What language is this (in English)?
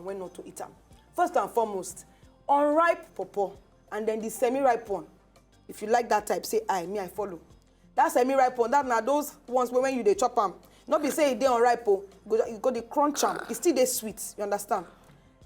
Nigerian Pidgin